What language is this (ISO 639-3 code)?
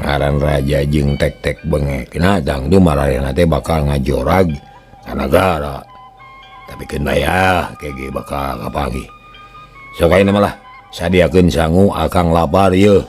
sun